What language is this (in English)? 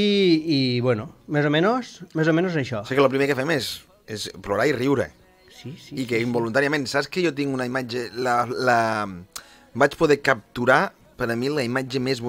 Catalan